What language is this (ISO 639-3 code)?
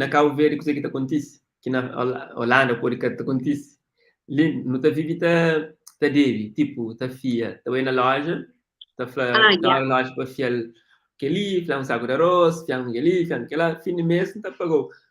kea